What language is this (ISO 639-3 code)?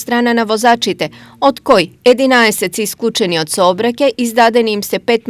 mkd